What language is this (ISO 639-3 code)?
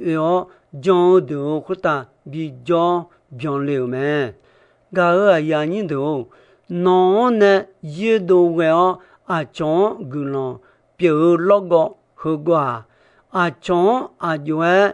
ahk